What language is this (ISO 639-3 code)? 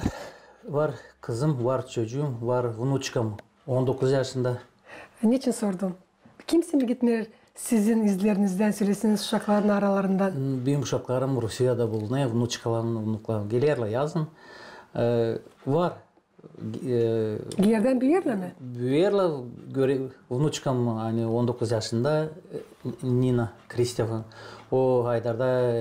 gag